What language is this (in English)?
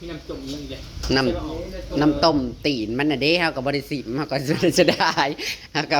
Northeastern Thai